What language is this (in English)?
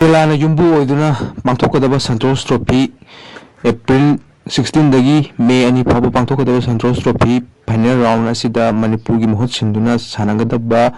Manipuri